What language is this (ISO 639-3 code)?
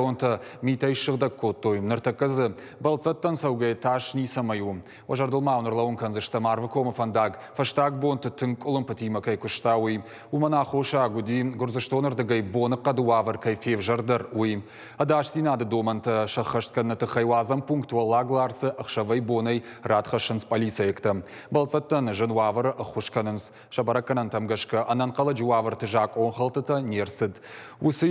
oss